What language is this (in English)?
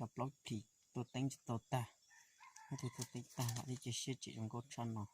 Hmong